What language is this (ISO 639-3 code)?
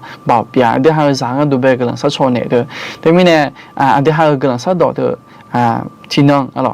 ahk